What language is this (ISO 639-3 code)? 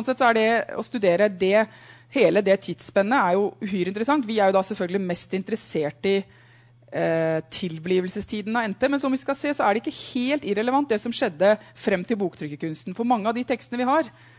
nor